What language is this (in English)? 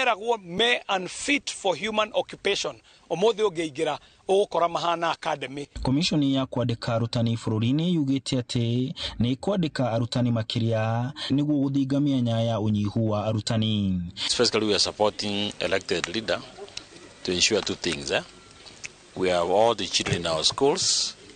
Kikuyu